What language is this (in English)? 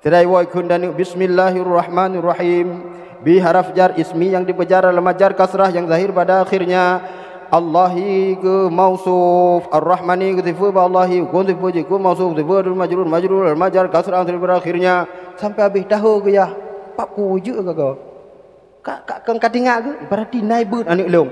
Achinese